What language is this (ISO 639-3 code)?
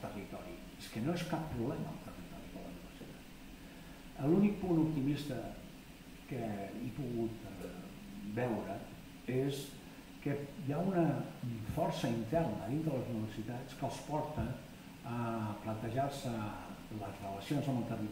cat